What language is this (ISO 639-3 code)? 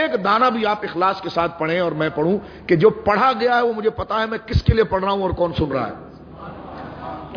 urd